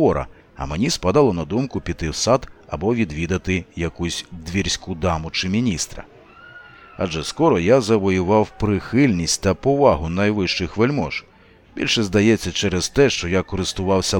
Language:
Ukrainian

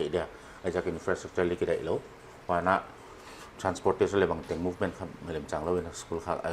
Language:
Paite Chin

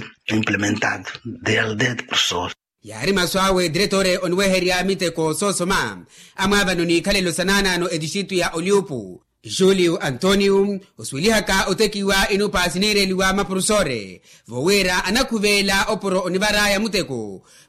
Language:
Makhuwa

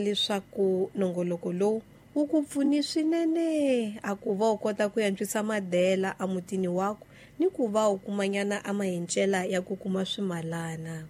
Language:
Tsonga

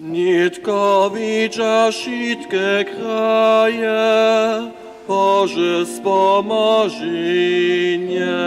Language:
Upper Sorbian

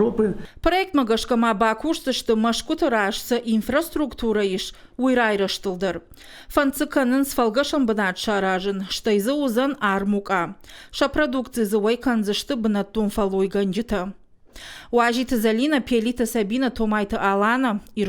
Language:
Ossetic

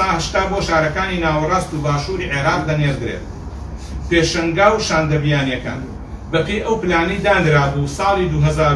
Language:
Central Kurdish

